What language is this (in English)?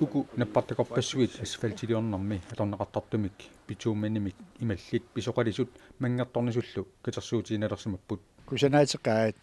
Kalaallisut